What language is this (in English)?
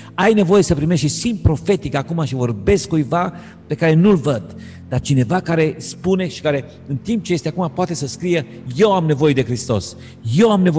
Romanian